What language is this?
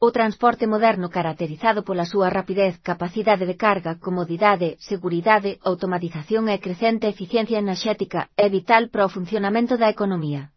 Galician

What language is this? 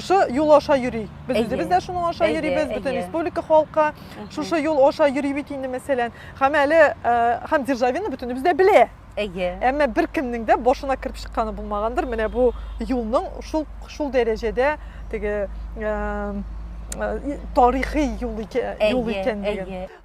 Tatar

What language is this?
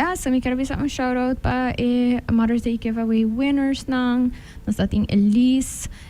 Papiamento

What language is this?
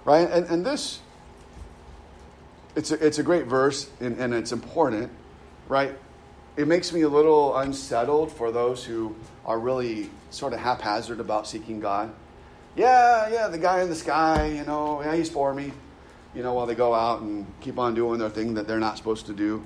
English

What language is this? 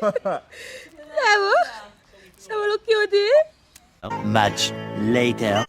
Jamaican Creole English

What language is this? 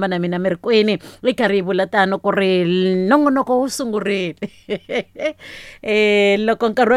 Tsonga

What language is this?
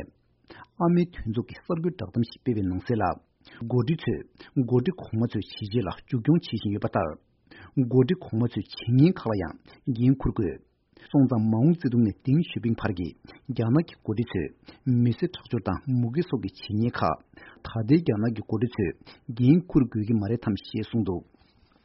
Tibetan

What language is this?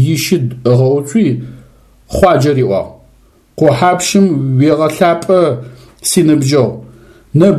Adyghe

